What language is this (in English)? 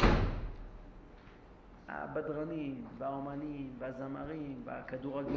Hebrew